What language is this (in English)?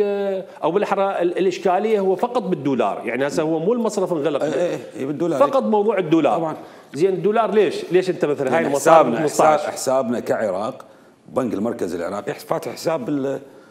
Mesopotamian Arabic